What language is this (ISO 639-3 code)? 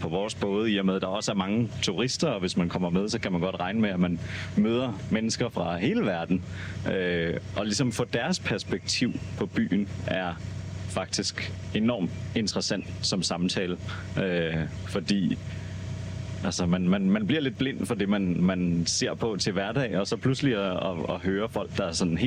dan